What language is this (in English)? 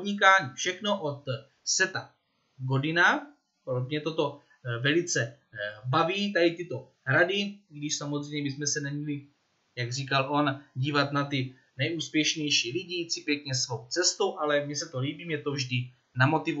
Czech